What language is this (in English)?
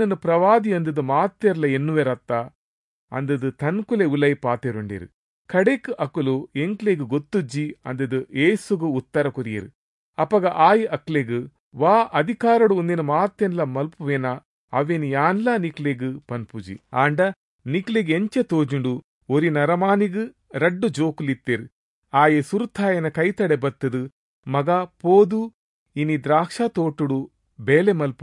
Tulu